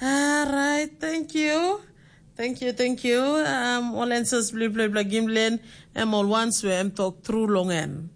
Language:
Tok Pisin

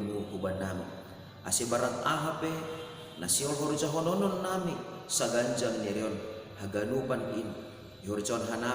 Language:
Batak Simalungun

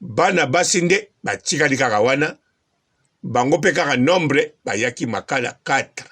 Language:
Lingala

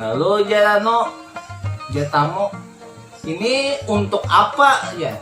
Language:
Banjar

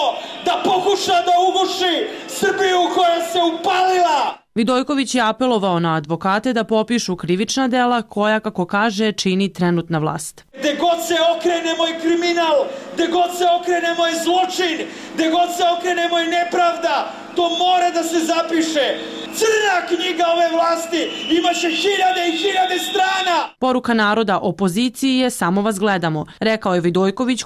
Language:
Serbian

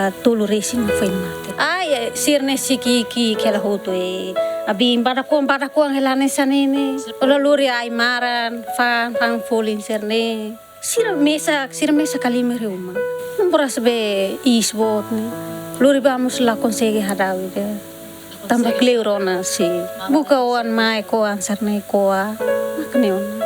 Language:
Tetum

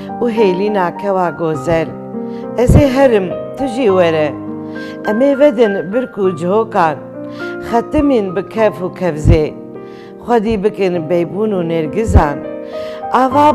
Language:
Kurdish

